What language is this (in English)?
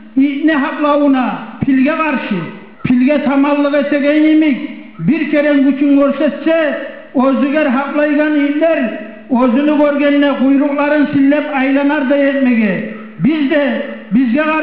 Kumyk